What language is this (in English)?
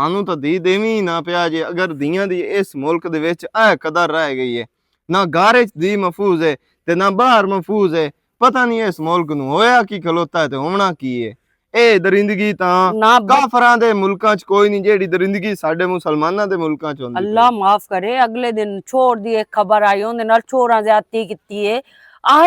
Western Panjabi